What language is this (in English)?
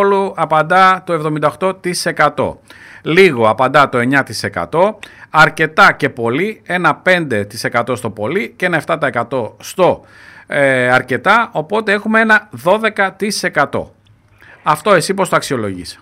Greek